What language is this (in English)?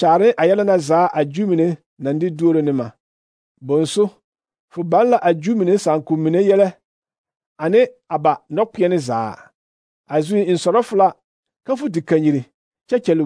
Southern Dagaare